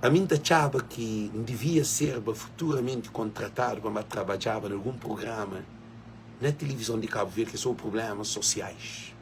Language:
Kabuverdianu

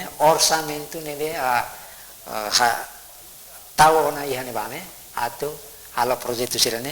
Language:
Tetum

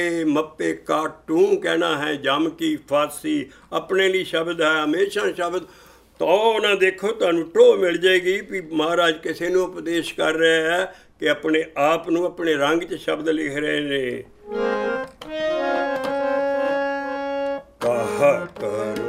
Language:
Punjabi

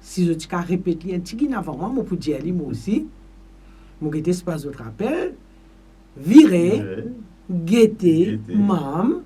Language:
Morisyen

